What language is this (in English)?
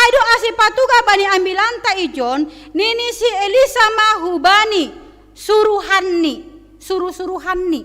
Batak Simalungun